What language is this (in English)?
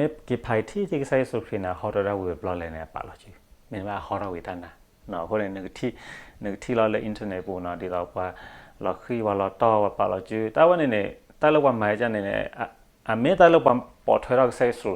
S'gaw Karen